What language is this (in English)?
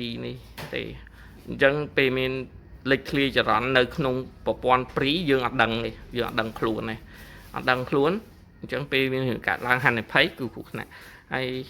Khmer